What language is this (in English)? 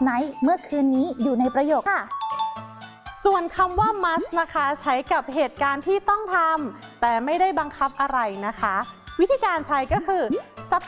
Thai